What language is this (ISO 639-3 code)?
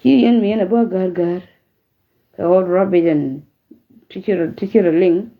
nus